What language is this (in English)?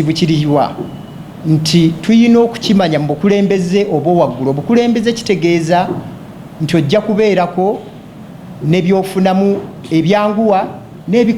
Ganda